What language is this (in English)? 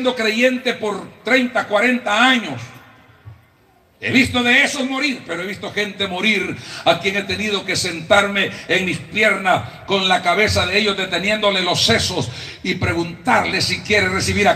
Spanish